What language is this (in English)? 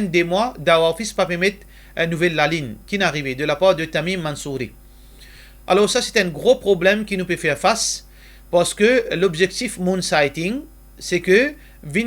Morisyen